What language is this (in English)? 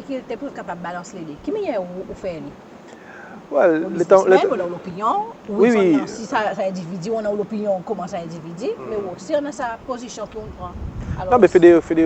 Seselwa Creole French